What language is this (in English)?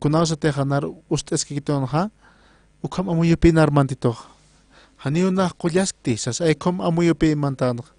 Aymara